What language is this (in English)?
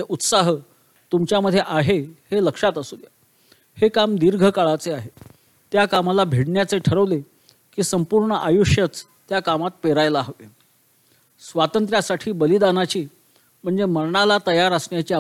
Marathi